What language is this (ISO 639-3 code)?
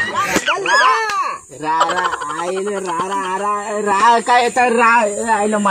mar